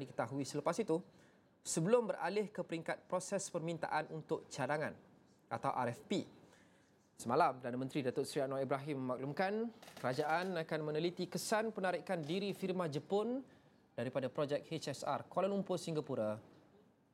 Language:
Malay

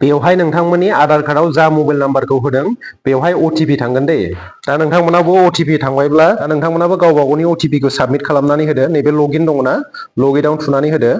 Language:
Bodo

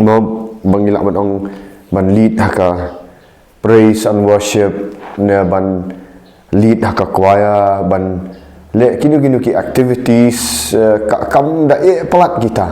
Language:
Khasi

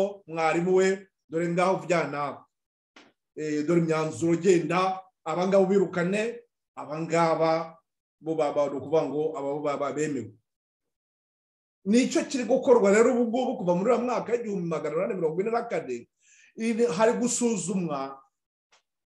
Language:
Kinyarwanda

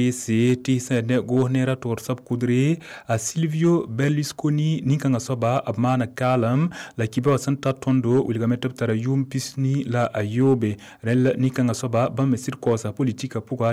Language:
Mossi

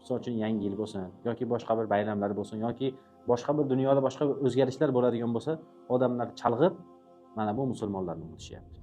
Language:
Uzbek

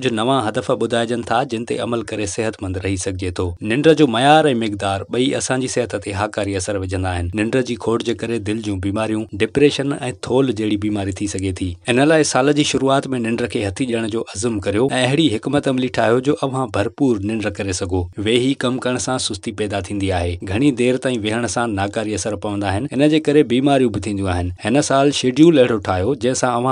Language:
Sindhi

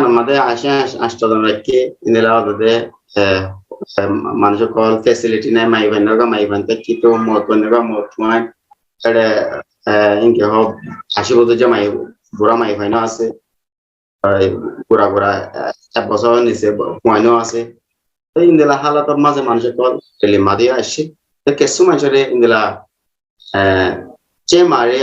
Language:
Rohingya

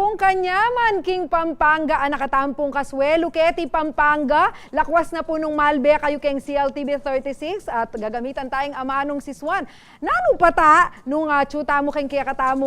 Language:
Pampanga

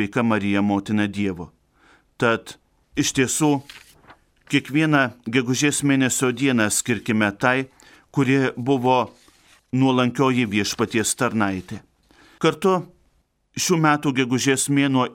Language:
Lithuanian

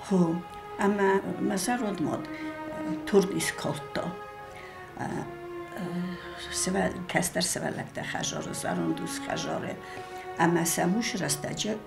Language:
Ossetic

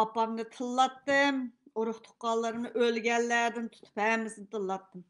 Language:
Uyghur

